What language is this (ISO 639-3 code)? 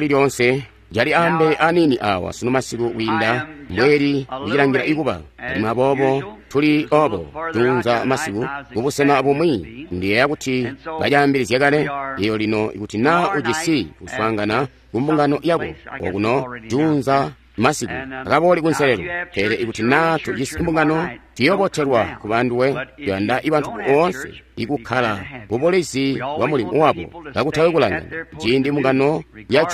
toi